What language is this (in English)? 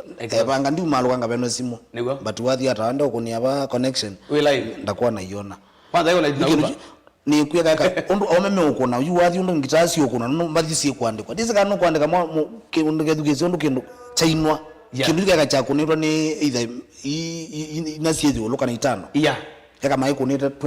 Kamba